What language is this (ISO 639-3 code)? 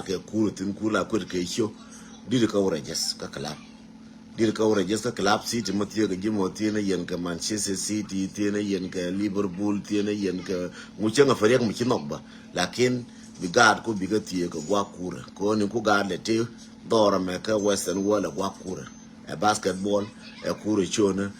nus